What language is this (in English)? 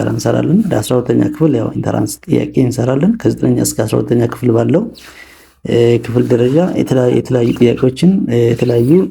Amharic